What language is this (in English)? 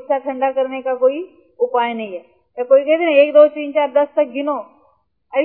Hindi